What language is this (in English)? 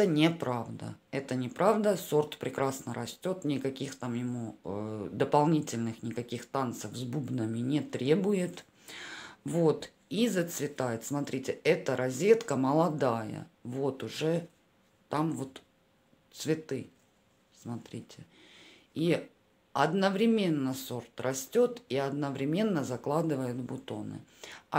Russian